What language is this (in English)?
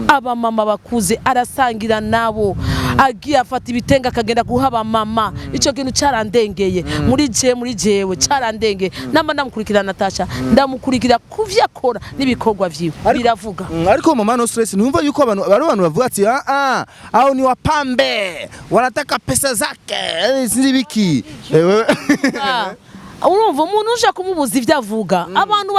Rundi